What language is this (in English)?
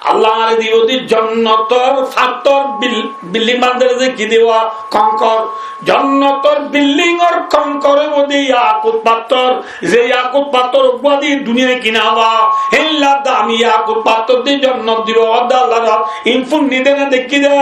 Rohingya